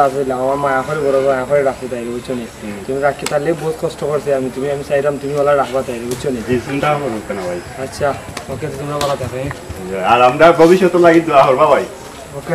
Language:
Sylheti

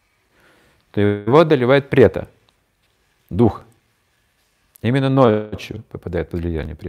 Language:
Russian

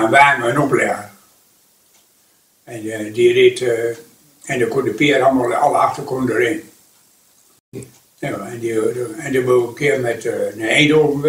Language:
Dutch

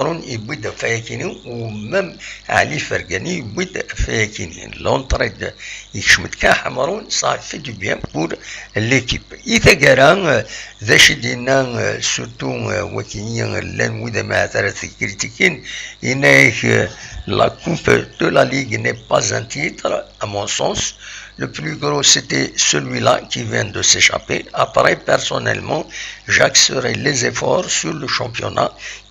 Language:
Kabyle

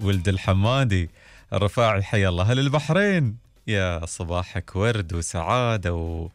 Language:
Gulf Arabic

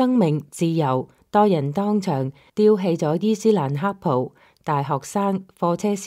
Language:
Cantonese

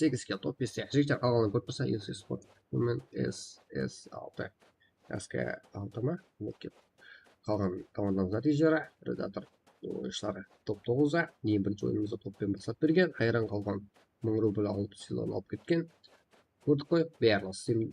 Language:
Kara-Kalpak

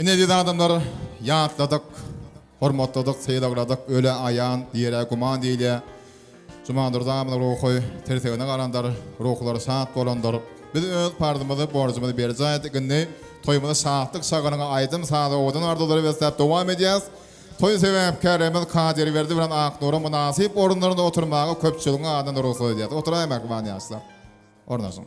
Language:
Turkmen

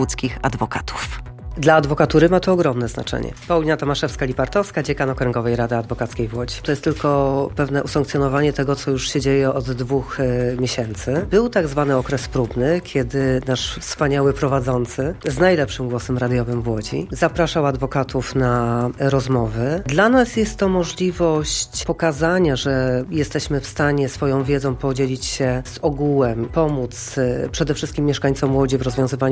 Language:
Polish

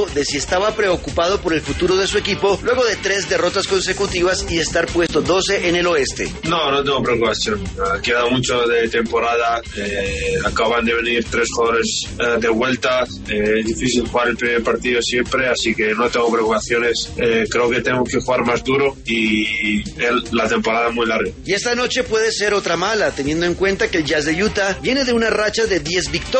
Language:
Spanish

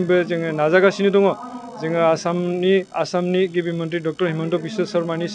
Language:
Bodo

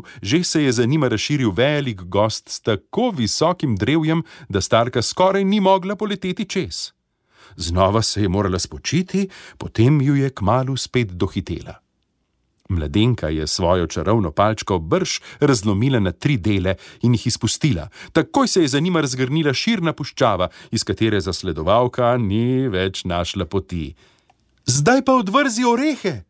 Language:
Slovenian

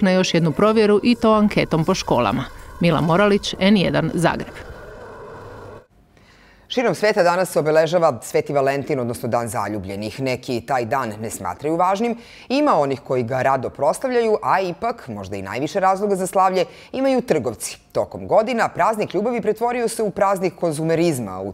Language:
Serbian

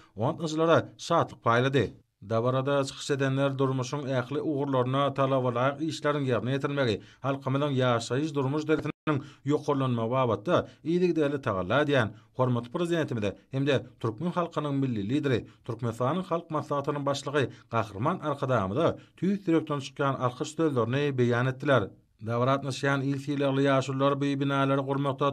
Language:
Turkmen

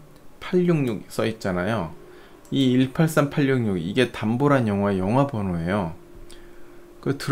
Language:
Korean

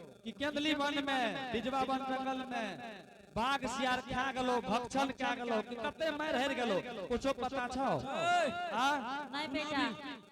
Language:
Angika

